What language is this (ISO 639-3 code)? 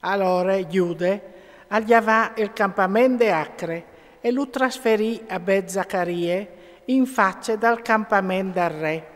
fur